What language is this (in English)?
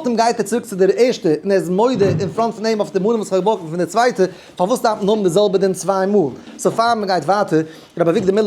Yiddish